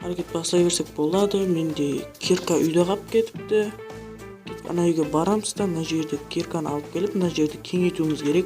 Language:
Kara-Kalpak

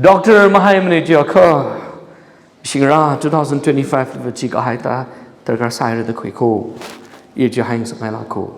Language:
Tangkhul Naga (India)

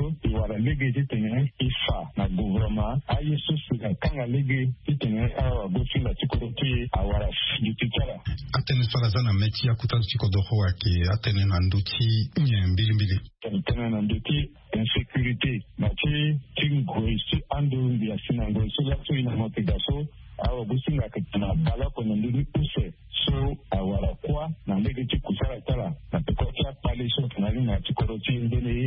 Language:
Sango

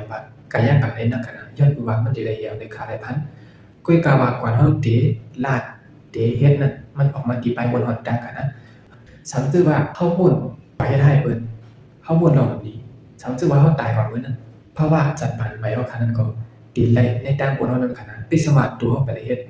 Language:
Shan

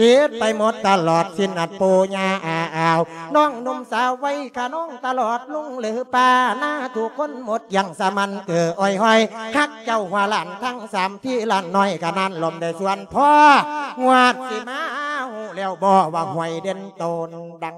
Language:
Lao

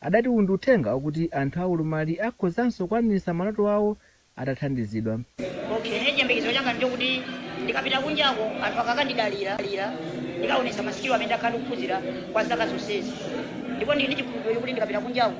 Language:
Nyanja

